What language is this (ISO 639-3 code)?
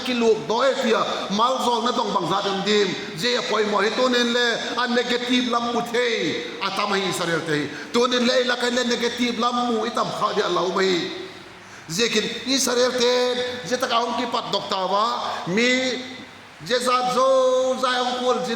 vap